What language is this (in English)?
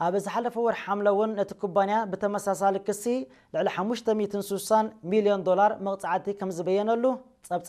Tigrinya